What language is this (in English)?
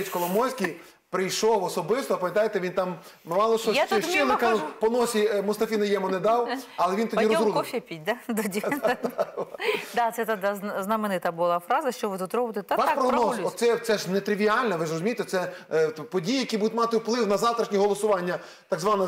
Ukrainian